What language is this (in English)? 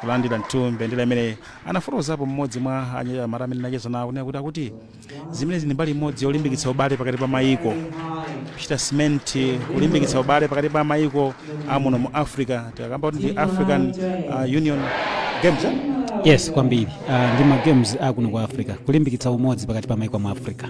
Nyanja